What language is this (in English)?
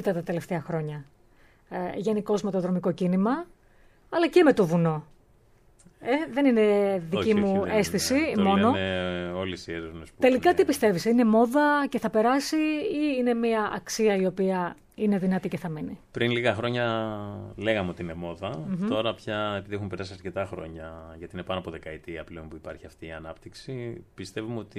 Greek